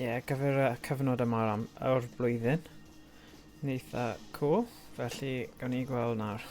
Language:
Welsh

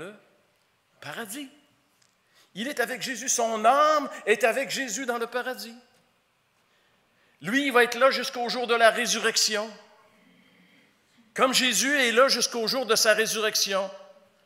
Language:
French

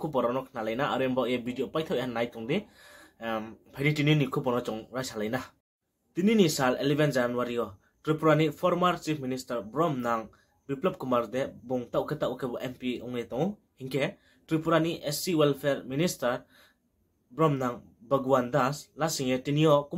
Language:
Riang (India)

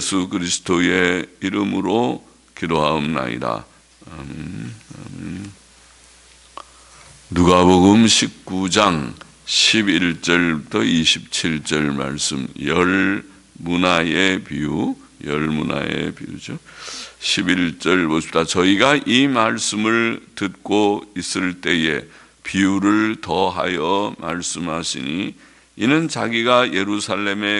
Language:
Korean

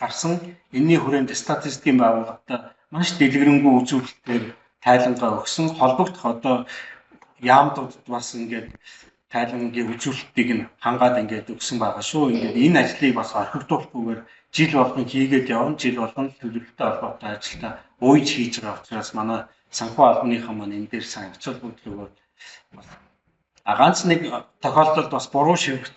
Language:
Mongolian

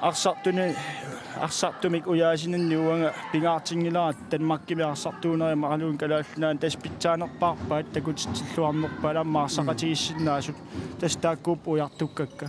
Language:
Kalaallisut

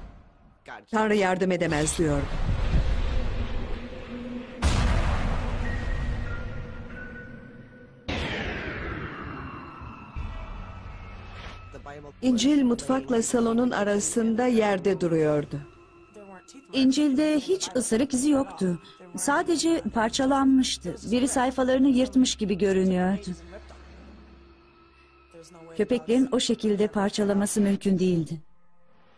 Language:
Turkish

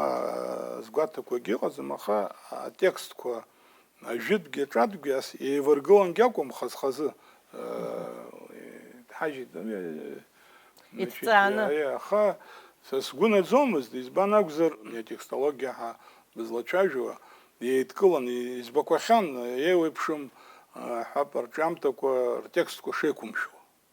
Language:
Abkhazian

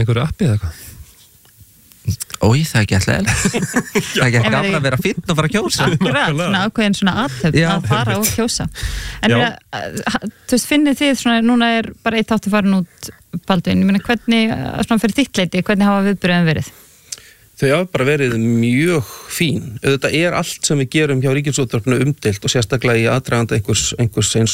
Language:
Icelandic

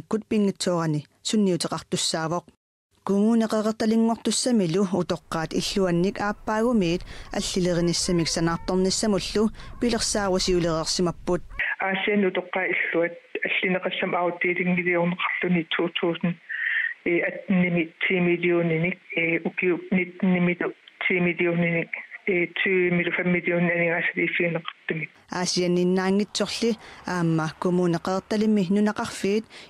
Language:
Kalaallisut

